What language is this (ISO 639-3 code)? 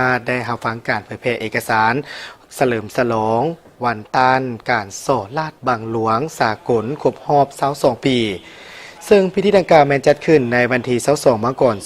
lao